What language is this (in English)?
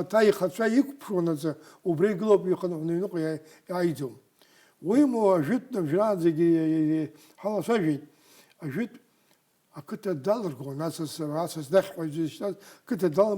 Abkhazian